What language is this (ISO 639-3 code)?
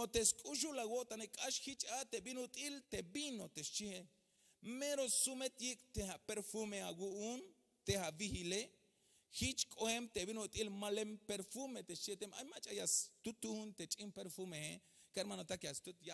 tzh